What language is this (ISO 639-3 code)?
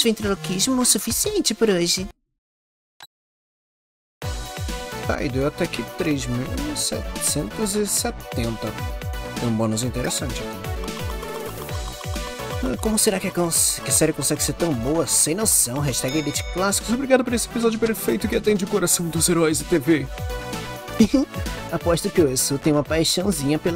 por